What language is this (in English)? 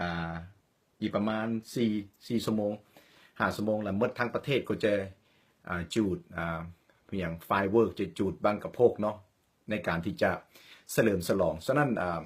Lao